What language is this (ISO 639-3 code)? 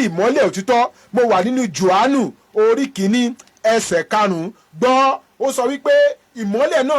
yor